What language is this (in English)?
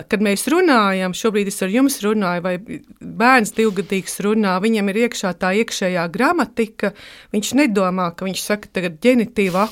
Latvian